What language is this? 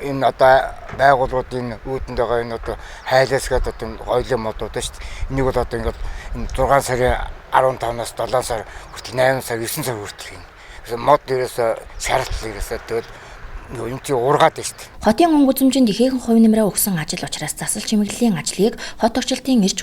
Mongolian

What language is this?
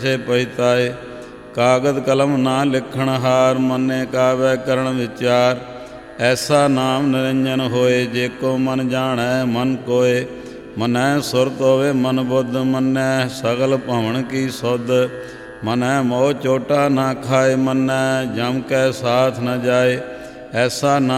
Punjabi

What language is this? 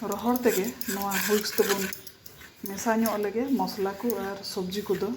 Santali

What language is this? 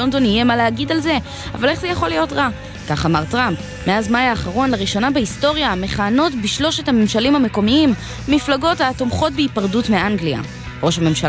Hebrew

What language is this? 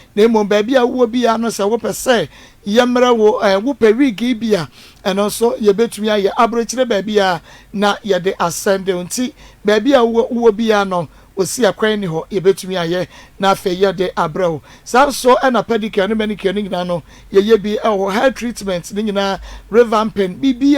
Akan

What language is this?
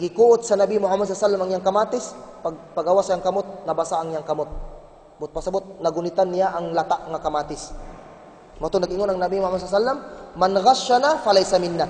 Cebuano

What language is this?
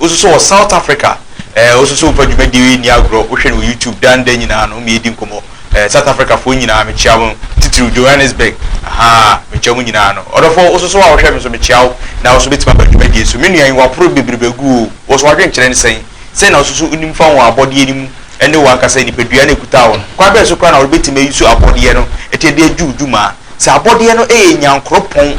Akan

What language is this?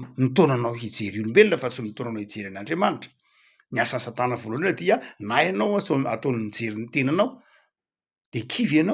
Malagasy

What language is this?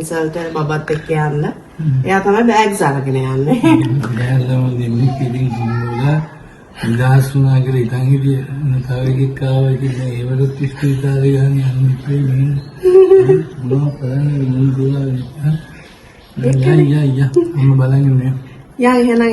Sinhala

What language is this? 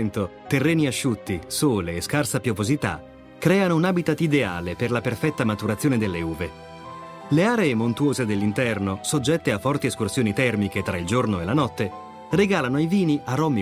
Italian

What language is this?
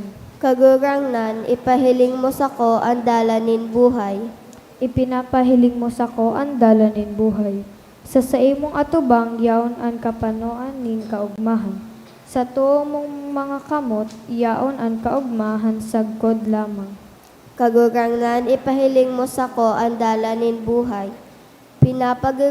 Bikol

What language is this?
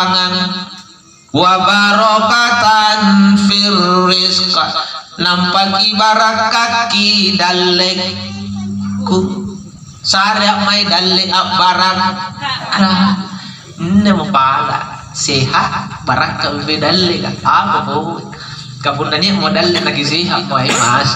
Makasar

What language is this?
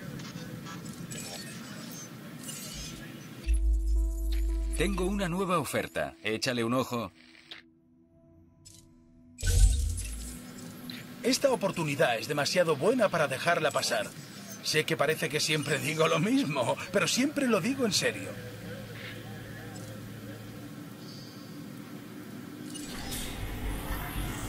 Spanish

